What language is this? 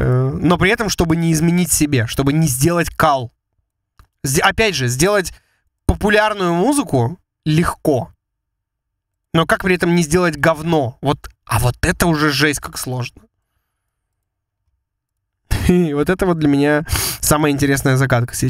Russian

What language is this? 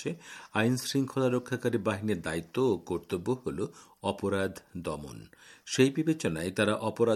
Bangla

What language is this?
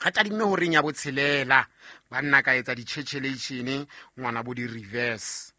Southern Sotho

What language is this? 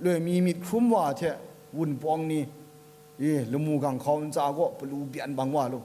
Kachin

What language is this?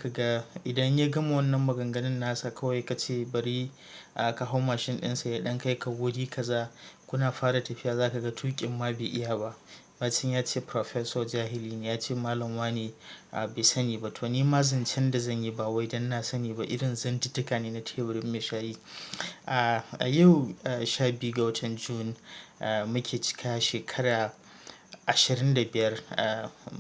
Hausa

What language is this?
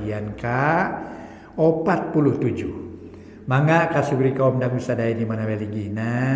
Sundanese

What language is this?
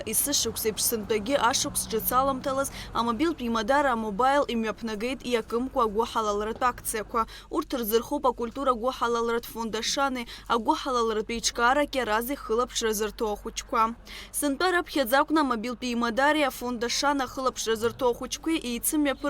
Abkhazian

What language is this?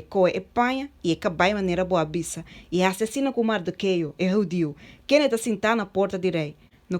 Papiamento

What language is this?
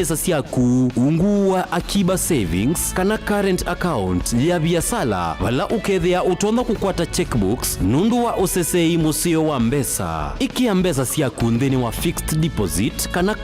Kamba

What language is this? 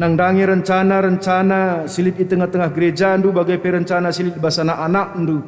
Batak Karo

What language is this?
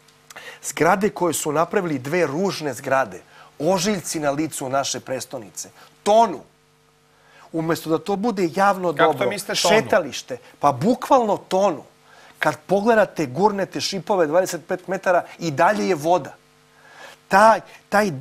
Serbian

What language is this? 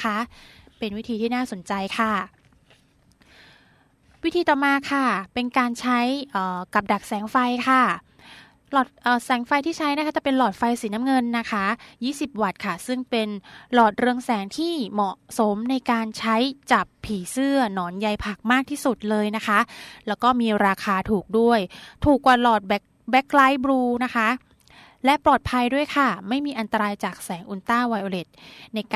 Thai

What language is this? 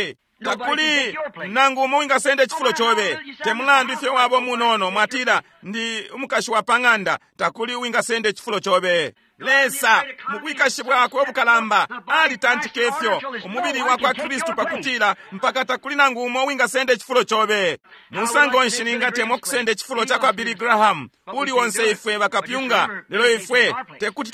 Bemba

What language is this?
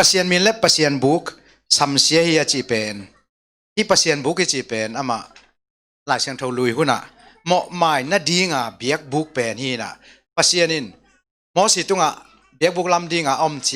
Tedim Chin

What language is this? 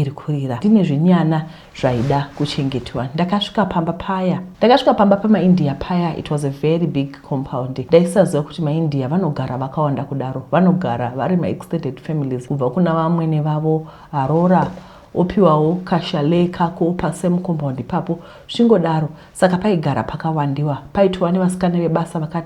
Shona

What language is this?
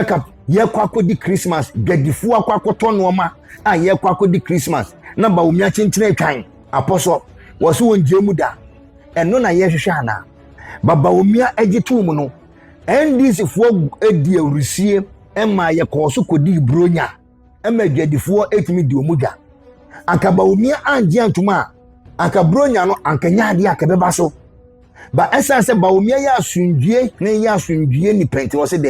Akan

